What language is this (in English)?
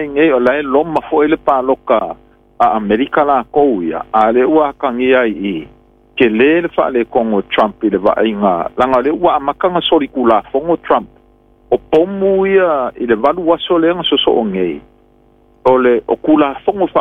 Samoan